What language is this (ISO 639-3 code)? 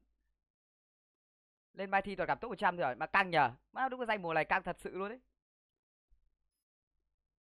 vie